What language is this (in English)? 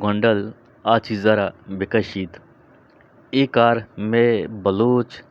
Eastern Balochi